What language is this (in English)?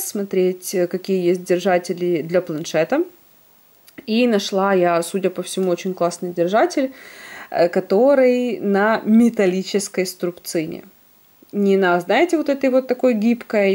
Russian